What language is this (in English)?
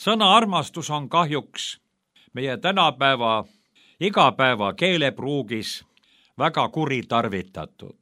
Estonian